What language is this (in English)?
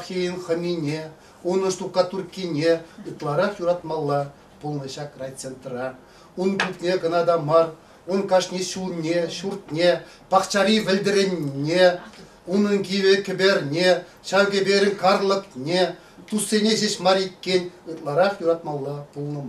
Chuvash